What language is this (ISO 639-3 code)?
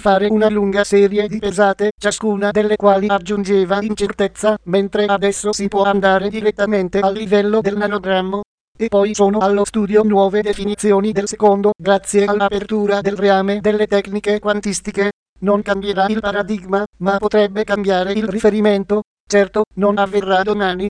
ita